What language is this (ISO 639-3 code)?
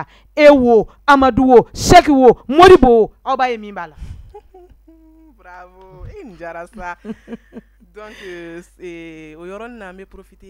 bam